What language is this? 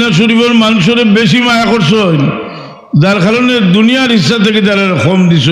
Sylheti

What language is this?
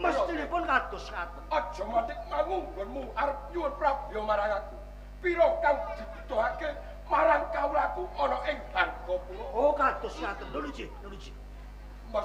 Javanese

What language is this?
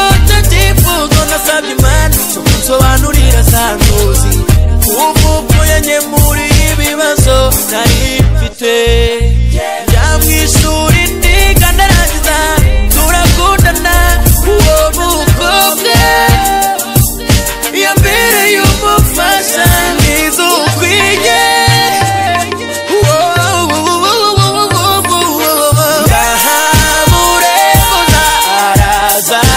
Kinyarwanda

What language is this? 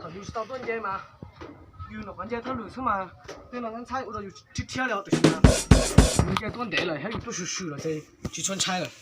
Hmong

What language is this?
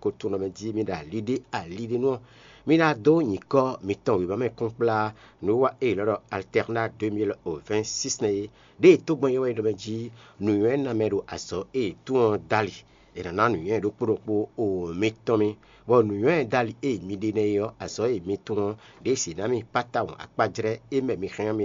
Fon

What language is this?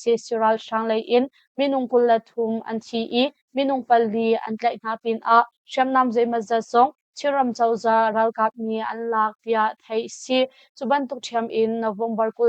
Hakha Chin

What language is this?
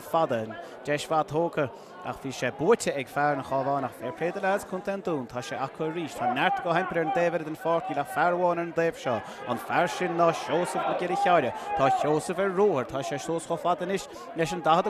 Irish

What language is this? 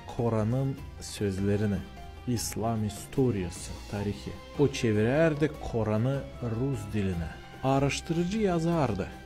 Gagauz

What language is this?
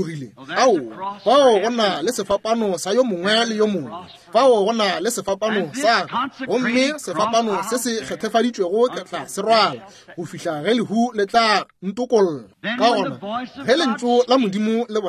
Northern Sotho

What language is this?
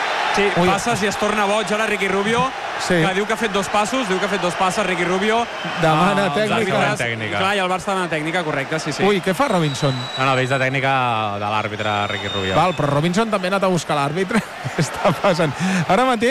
Catalan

